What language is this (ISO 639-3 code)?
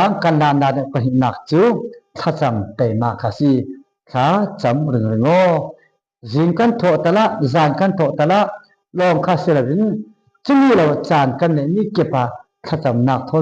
cfm